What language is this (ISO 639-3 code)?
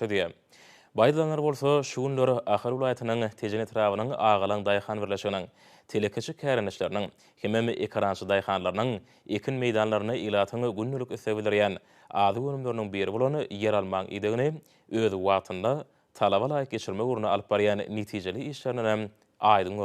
tuk